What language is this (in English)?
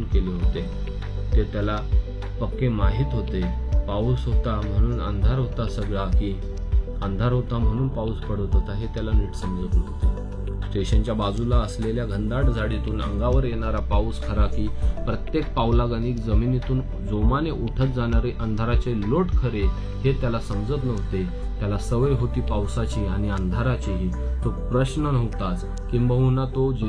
Marathi